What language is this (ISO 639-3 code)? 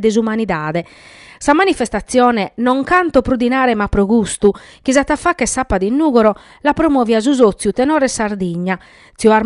srd